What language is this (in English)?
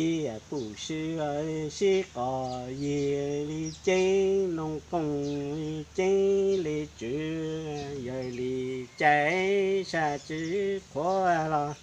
Hmong